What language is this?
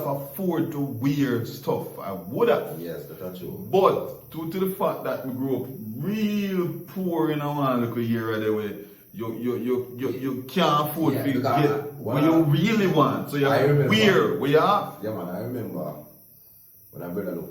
Jamaican Creole English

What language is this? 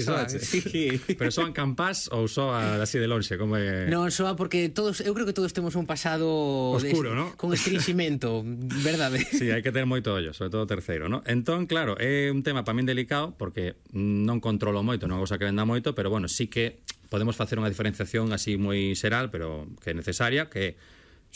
Galician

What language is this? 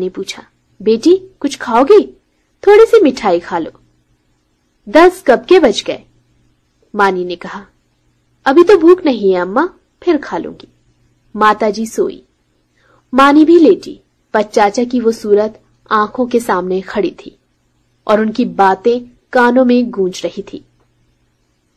Hindi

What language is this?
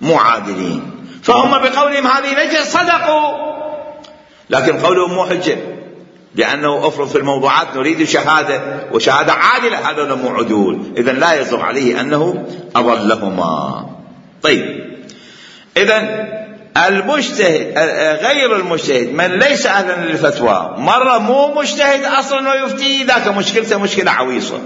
Mesopotamian Arabic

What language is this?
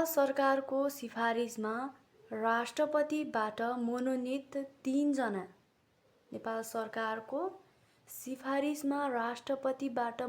Nepali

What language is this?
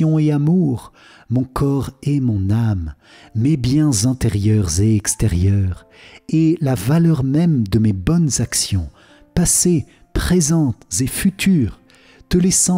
French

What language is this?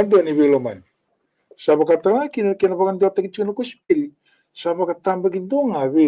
Fijian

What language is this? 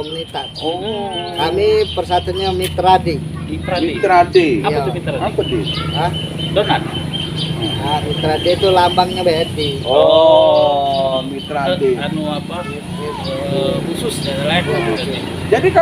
Musi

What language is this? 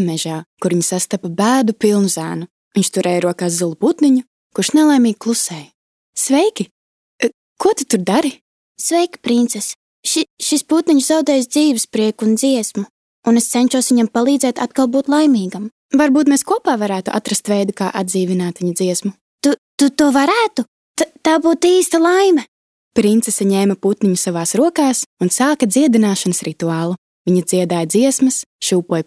Latvian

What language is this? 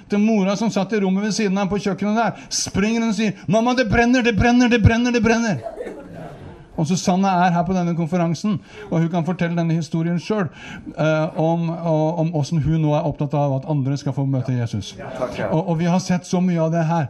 Norwegian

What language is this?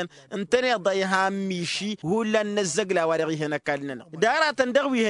Tamasheq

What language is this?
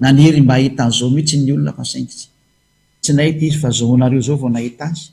Malagasy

